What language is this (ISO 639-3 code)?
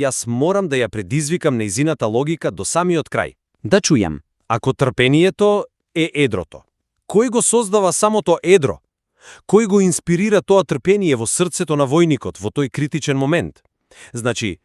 mkd